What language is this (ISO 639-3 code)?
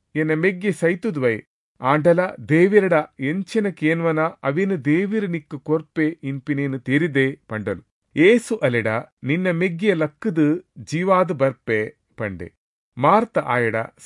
tcy